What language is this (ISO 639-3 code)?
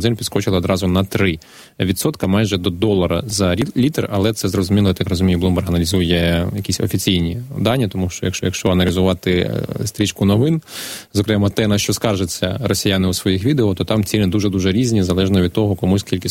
ukr